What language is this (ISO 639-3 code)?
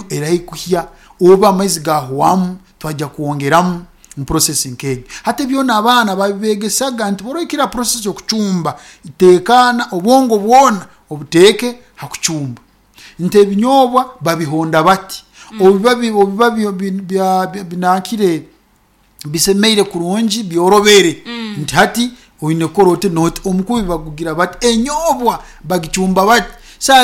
nyn